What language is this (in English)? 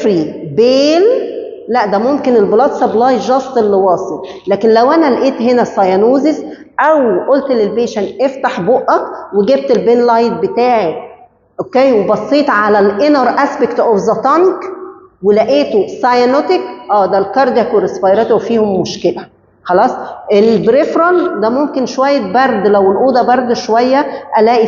Egyptian Arabic